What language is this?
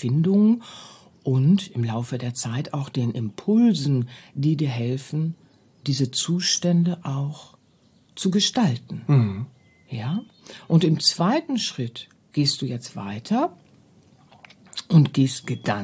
German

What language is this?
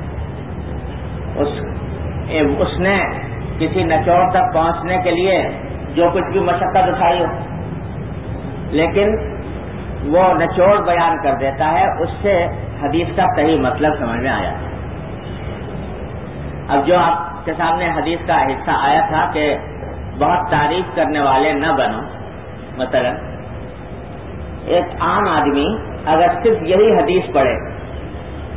Urdu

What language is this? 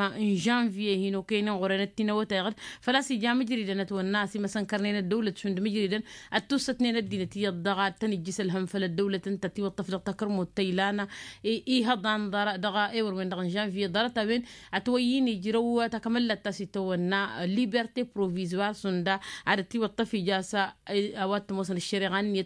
Tamasheq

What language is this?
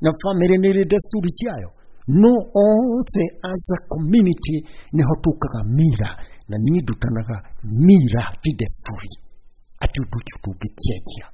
Kikuyu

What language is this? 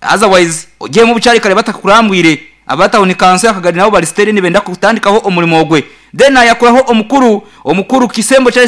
Nyankole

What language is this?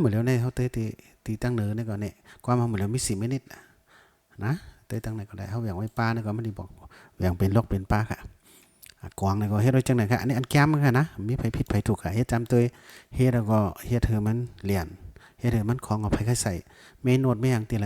Shan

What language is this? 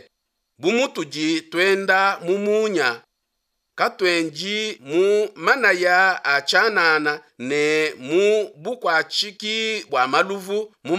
Luba-Lulua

